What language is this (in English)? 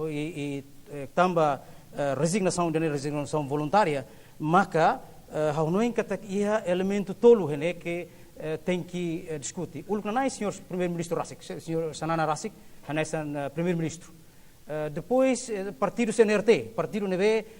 Tetum